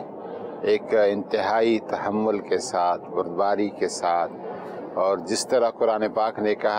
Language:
Urdu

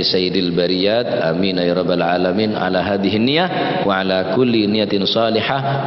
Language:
Madurese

